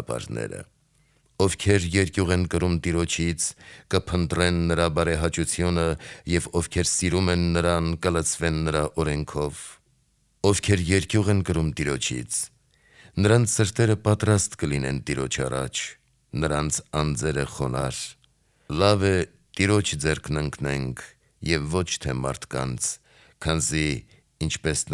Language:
Armenian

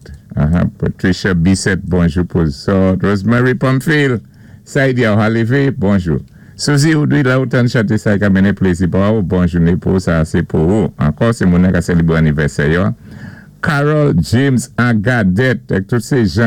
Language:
Saint Lucian Creole French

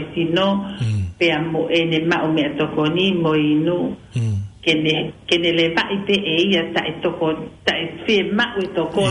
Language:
Tongan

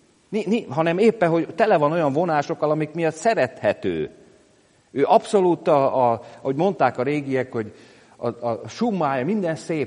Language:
Hungarian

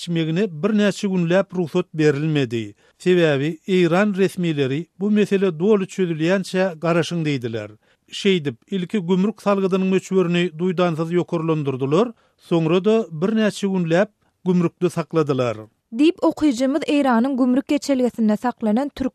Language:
Turkmen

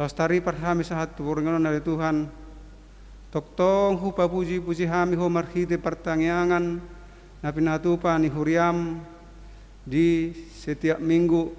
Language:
Batak Toba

